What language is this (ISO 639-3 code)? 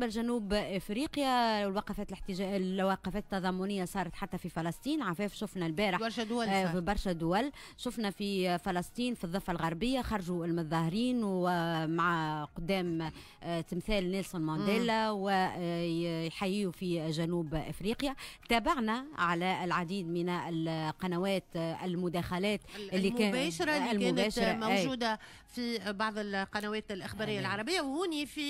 aeb